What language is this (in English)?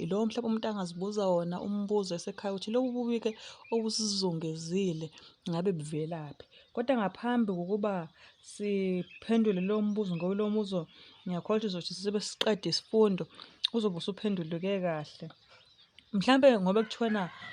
Zulu